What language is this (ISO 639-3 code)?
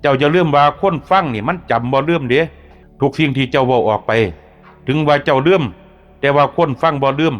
tts